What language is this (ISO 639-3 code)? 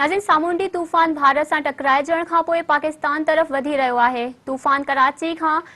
snd